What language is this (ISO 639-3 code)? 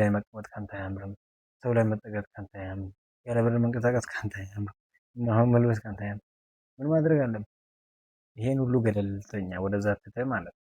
amh